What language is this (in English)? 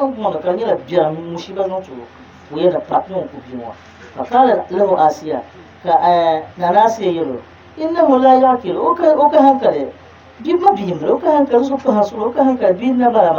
Dagbani